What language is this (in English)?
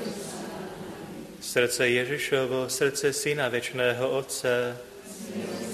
Slovak